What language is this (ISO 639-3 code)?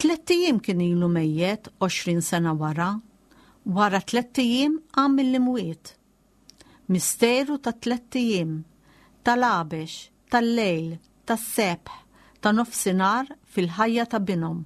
mlt